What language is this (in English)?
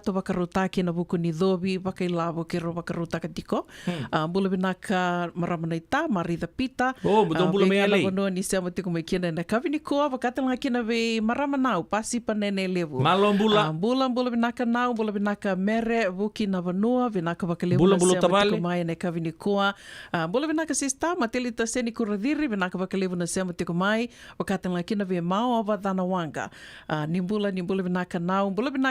Fijian